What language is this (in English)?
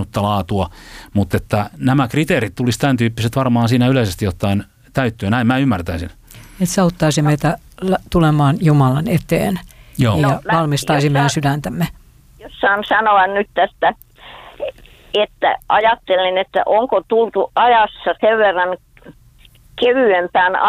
Finnish